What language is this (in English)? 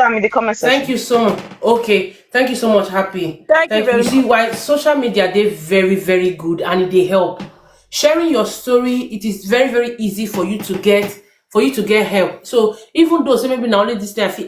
Nigerian Pidgin